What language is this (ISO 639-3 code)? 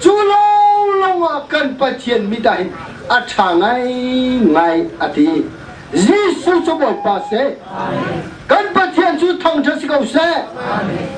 cnh